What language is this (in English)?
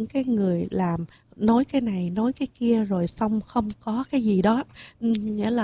Vietnamese